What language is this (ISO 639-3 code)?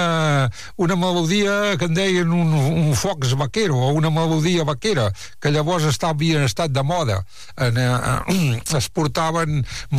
cat